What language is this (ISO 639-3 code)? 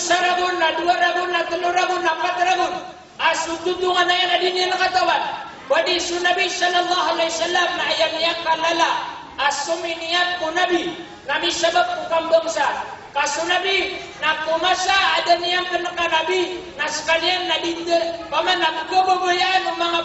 mrw